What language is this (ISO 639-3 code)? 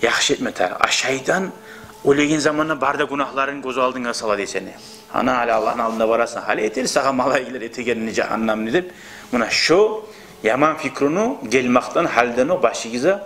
kum